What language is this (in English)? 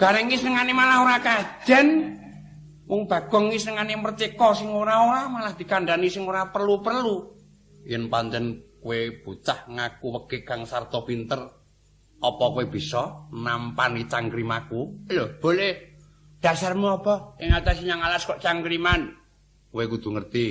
Javanese